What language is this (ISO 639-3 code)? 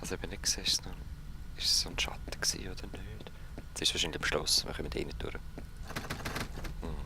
gsw